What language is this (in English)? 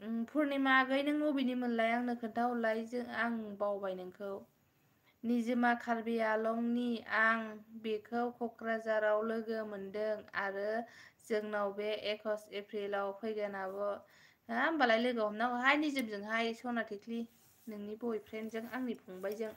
Bodo